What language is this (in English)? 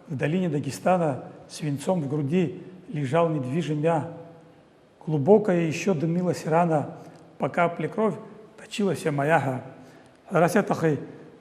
Abkhazian